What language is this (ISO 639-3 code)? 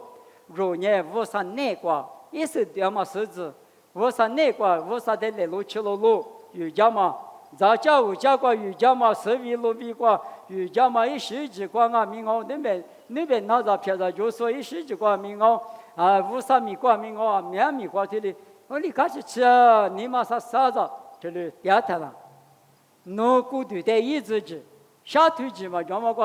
lis